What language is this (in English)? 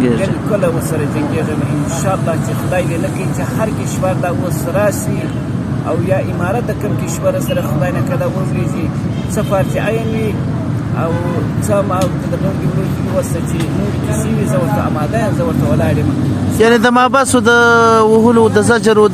Pashto